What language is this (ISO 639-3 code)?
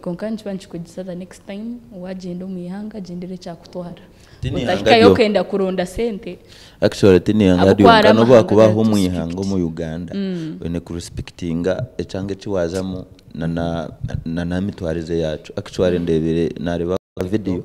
nyn